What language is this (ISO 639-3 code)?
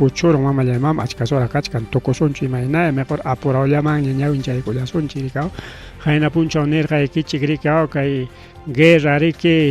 quy